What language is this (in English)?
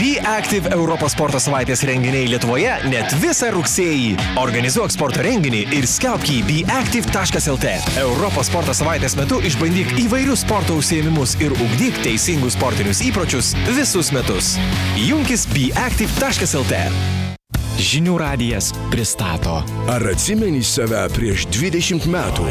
Lithuanian